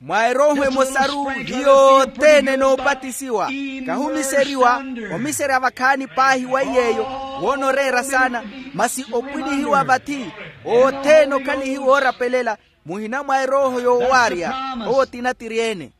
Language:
Makhuwa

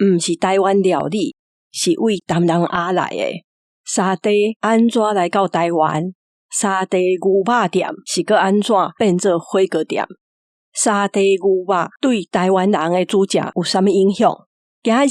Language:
Min Nan Chinese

